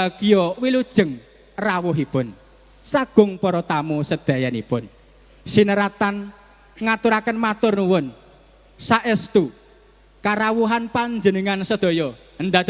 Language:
Javanese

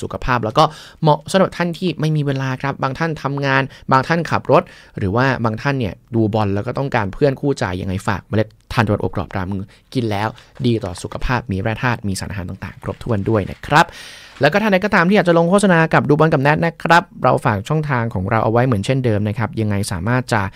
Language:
Thai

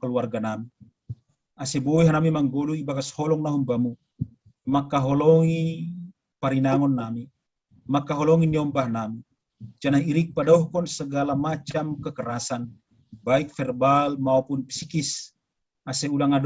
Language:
Batak Simalungun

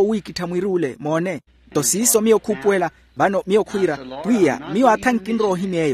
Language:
Makhuwa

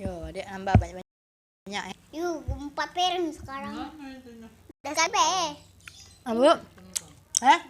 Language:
Musi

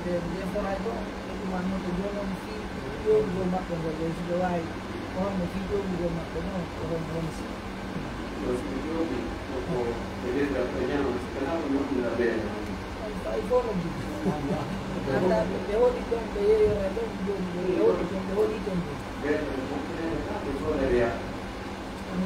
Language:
Pular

